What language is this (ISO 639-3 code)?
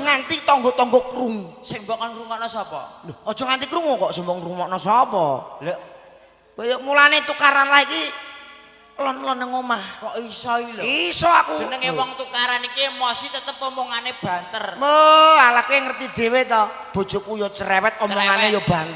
jav